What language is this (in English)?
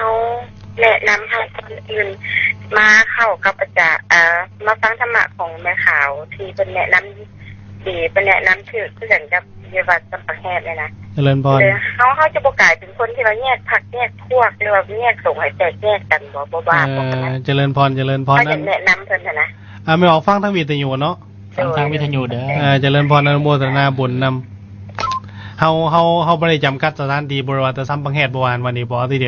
Lao